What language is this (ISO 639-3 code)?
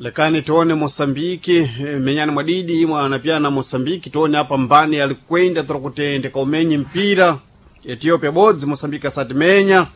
seh